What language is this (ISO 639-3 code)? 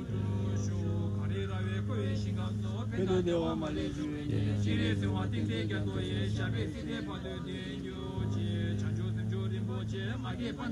bod